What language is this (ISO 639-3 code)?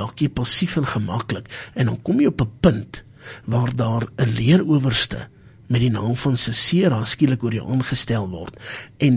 afr